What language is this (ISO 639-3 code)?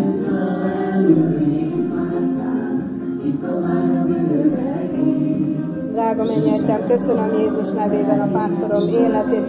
hun